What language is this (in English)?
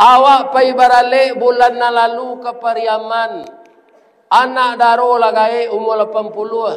Minangkabau